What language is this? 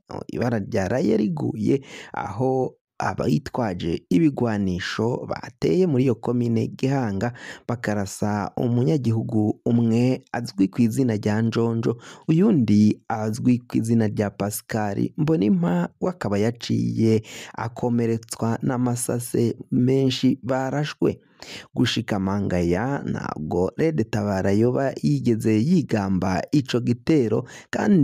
Rundi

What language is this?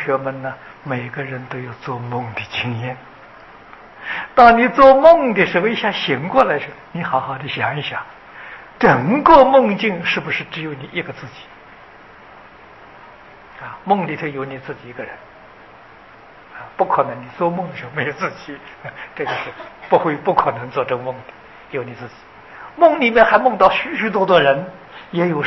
Chinese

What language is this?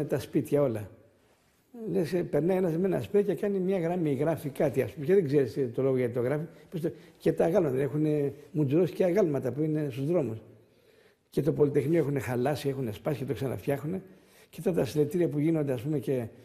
Greek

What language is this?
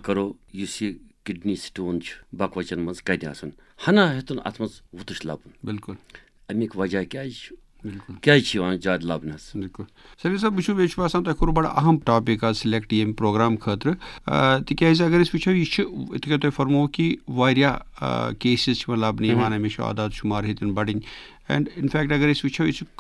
Kashmiri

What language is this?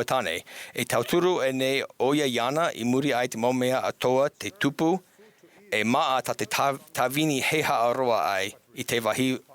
Tahitian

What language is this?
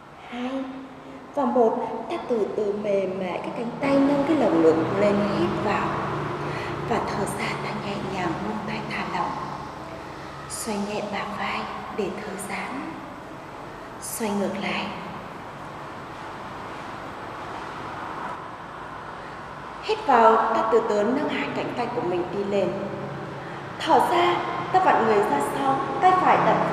Vietnamese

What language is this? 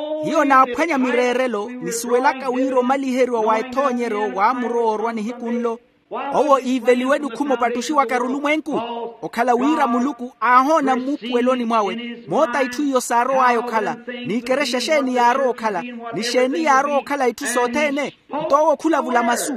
Makhuwa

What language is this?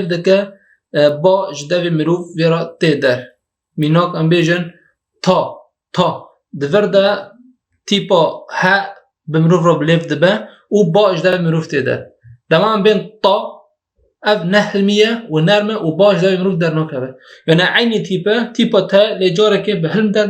Kurdish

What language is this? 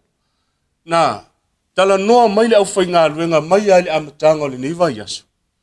Samoan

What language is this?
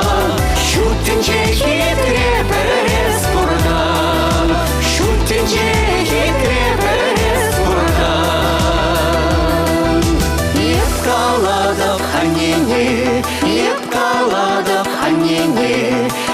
Chuvash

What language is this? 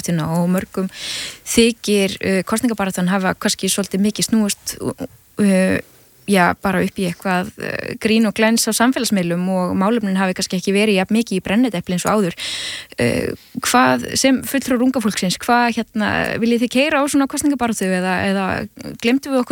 Icelandic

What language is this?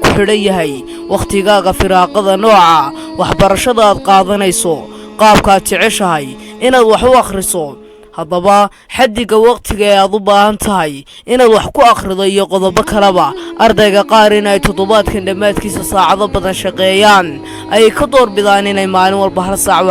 Somali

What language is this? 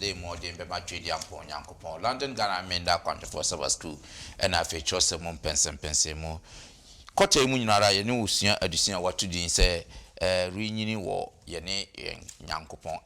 Akan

